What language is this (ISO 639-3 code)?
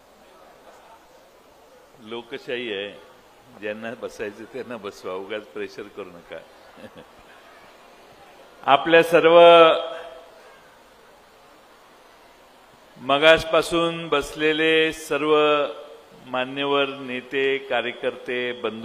mar